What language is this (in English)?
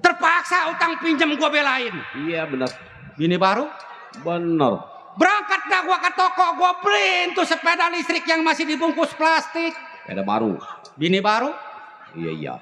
Betawi